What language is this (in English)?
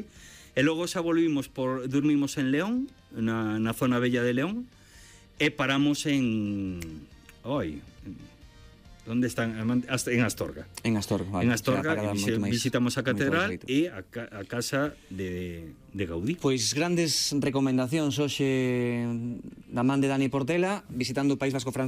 Galician